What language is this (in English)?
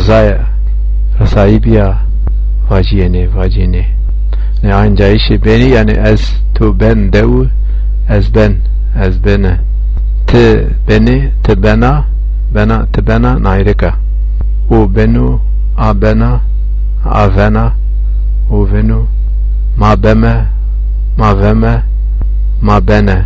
Zaza